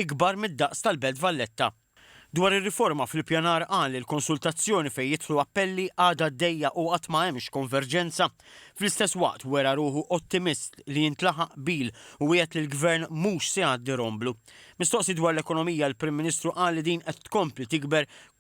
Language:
Maltese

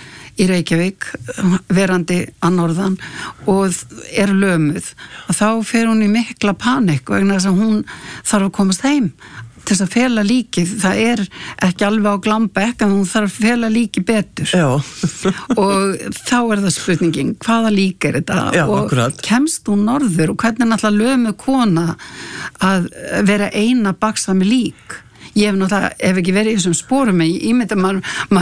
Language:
Icelandic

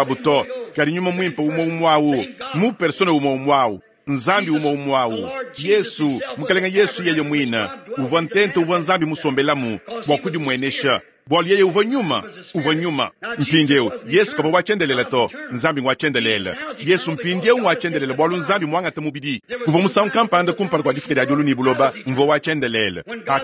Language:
Luba-Lulua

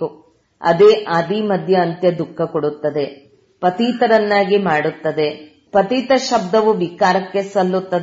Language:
Kannada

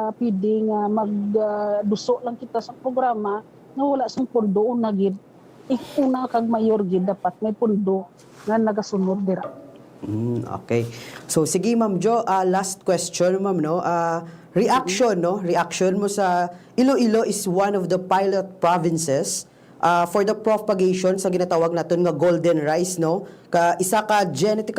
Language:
Hiligaynon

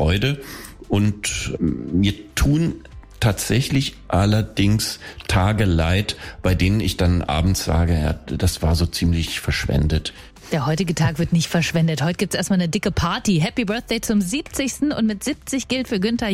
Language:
German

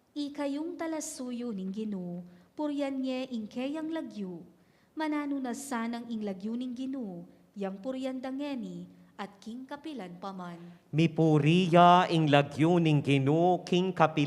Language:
Pampanga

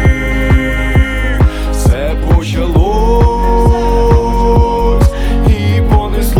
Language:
Ukrainian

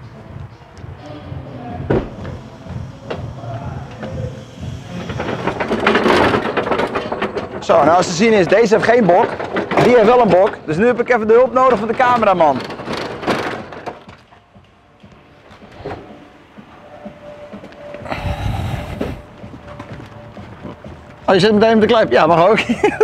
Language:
Dutch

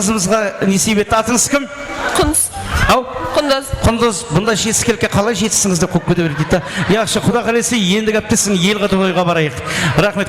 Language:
Kara-Kalpak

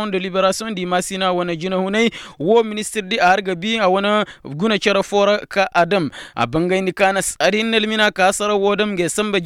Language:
Koyraboro Senni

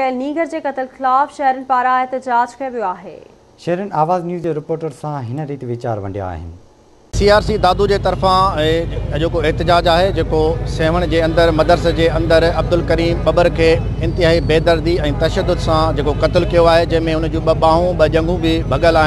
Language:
Sindhi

